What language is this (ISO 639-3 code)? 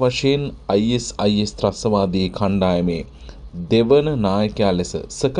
sin